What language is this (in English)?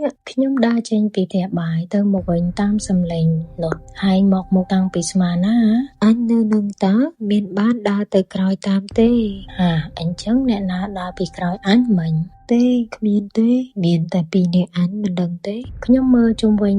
Khmer